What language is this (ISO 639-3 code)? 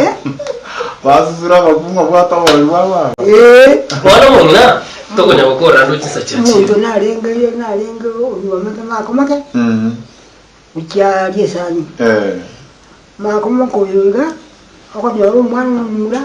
guz